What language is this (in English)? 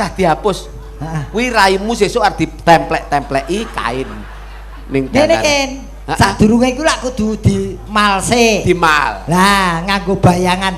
Javanese